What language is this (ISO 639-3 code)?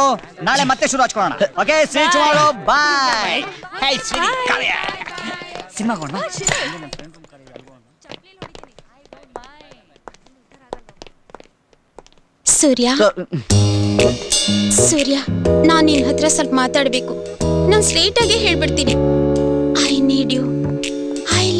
kan